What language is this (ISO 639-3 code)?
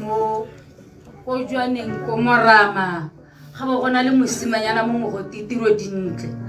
tsn